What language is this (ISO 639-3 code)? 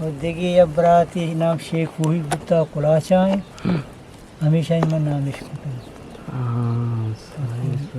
bgp